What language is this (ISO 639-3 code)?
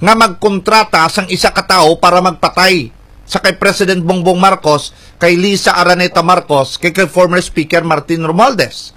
hil